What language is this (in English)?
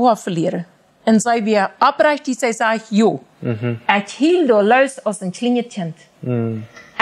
Plautdietsch